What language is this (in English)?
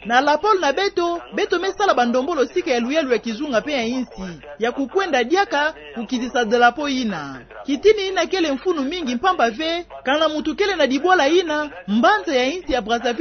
Kituba (Democratic Republic of Congo)